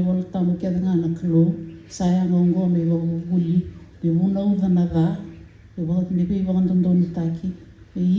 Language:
Fijian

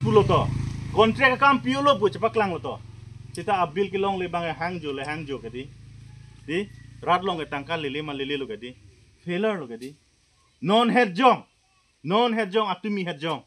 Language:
Karbi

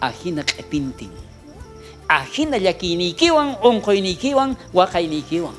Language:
South Bolivian Quechua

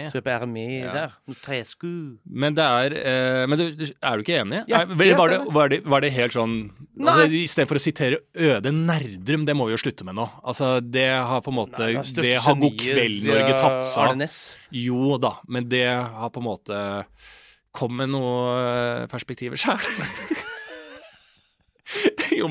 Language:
Norwegian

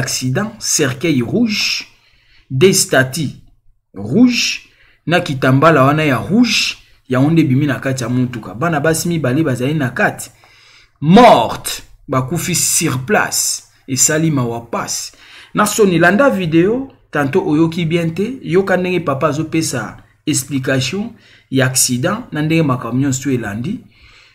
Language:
Lingala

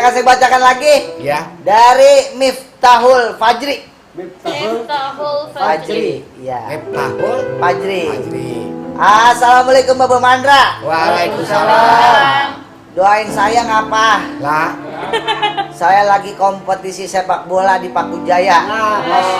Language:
Betawi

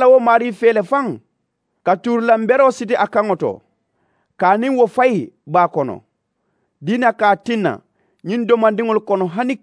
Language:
Mandingo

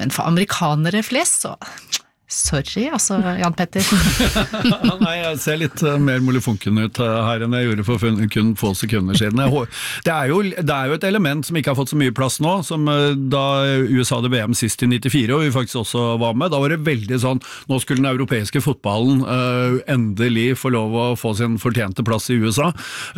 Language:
Norwegian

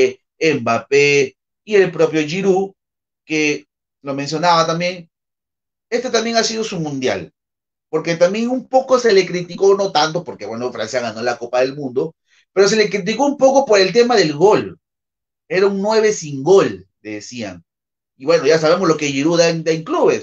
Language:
Spanish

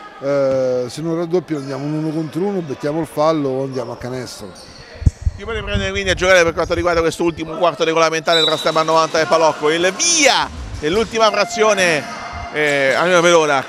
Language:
Italian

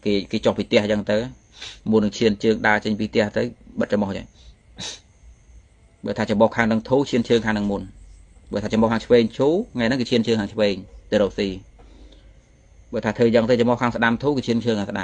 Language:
Khmer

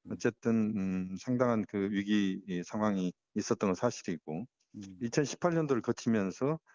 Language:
Korean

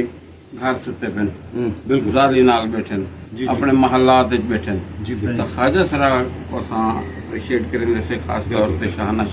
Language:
Saraiki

